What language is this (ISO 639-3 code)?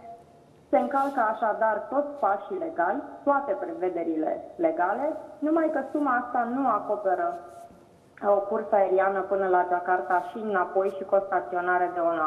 ron